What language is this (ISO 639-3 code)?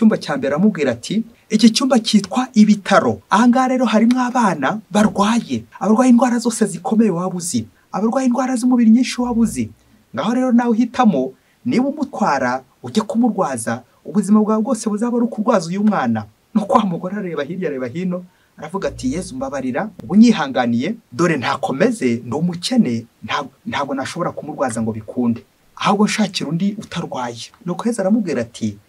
kin